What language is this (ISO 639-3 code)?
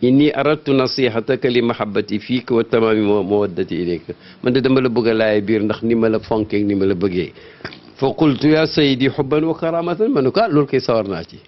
wol